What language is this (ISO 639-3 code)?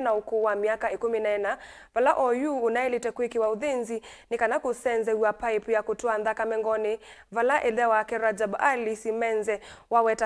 kam